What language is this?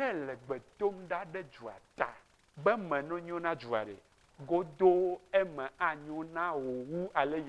Ewe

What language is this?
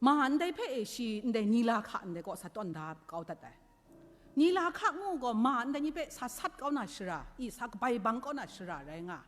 Kachin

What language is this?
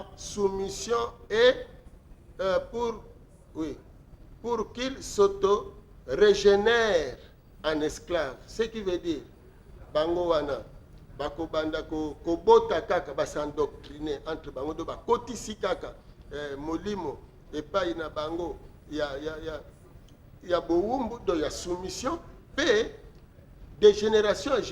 Lingala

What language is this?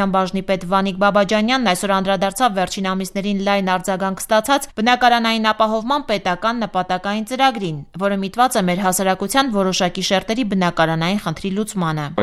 Armenian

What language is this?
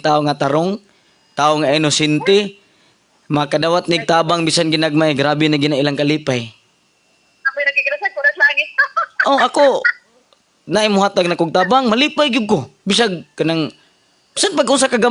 Cebuano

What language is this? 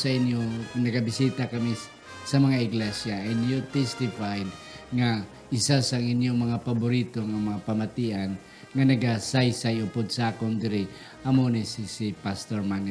Hiligaynon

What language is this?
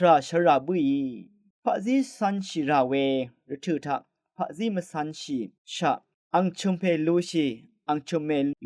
Rawang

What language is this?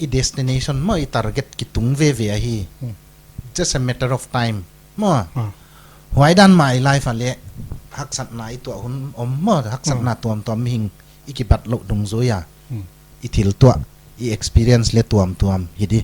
Paite Chin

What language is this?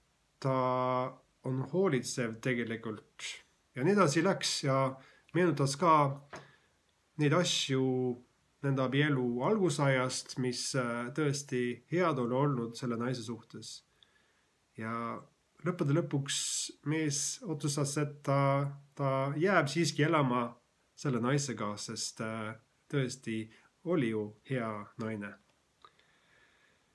Estonian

